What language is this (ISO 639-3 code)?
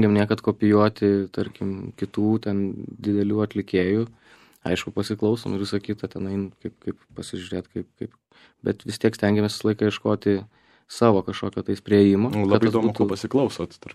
lit